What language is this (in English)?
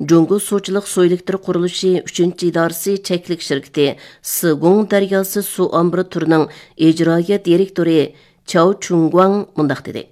Uyghur